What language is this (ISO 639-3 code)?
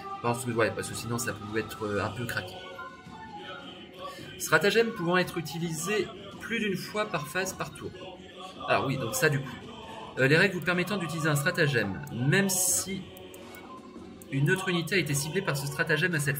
fra